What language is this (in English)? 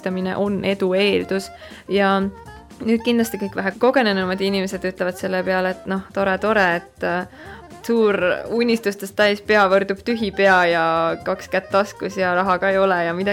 Estonian